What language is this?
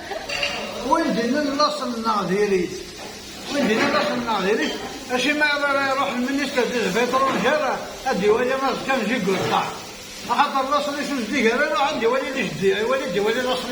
Kabyle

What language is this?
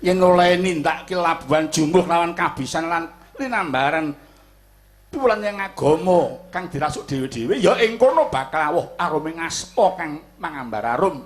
Javanese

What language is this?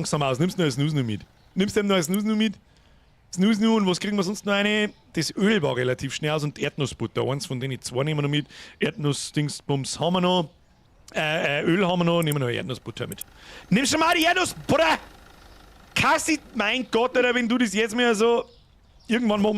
Bavarian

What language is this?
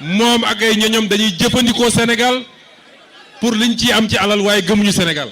Wolof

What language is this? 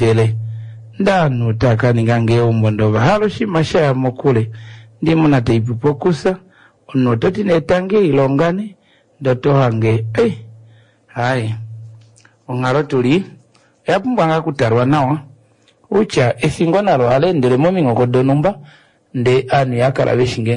Kuanyama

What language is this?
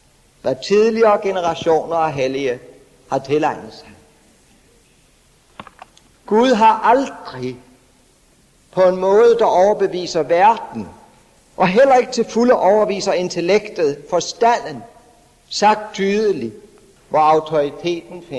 Danish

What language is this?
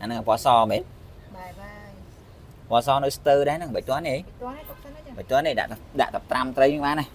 Khmer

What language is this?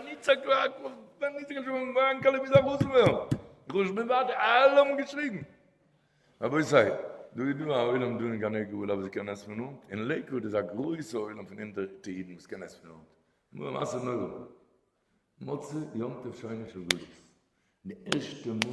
Yiddish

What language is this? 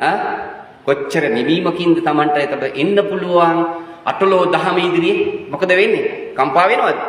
Sinhala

